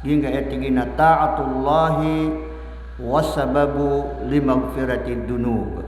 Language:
Maranao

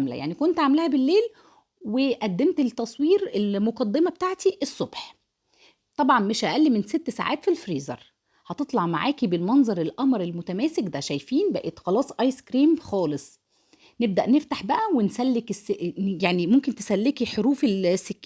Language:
Egyptian Arabic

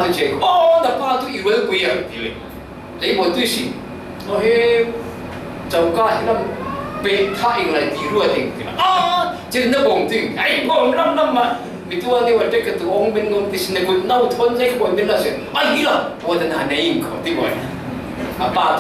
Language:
Falam Chin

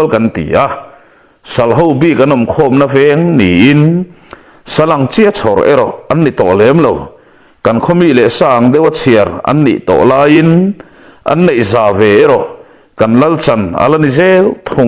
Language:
Mizo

